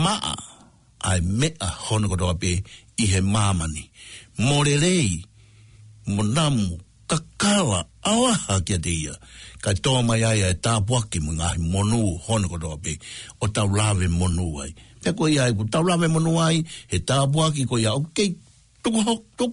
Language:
Tongan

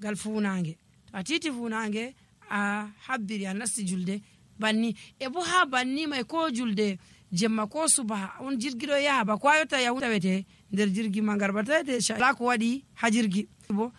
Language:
Nigerian Fulfulde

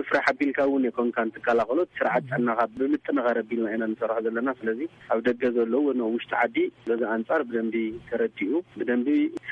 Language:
Tigrinya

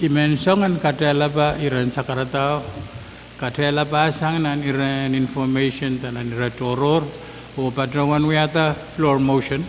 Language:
Pohnpeian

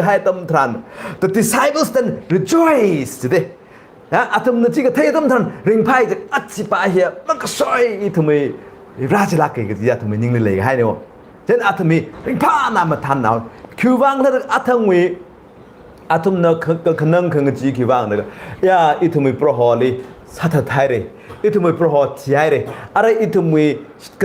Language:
Tangkhul Naga (India)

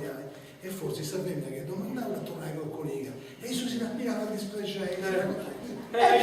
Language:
Sardinian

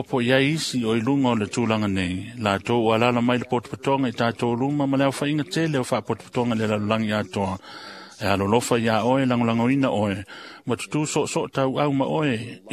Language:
Samoan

